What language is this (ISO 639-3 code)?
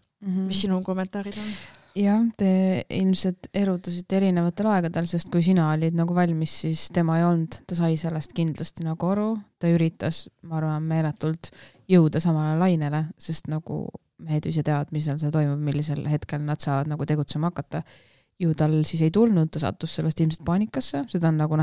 est